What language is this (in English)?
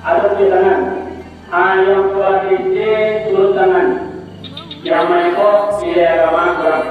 Minangkabau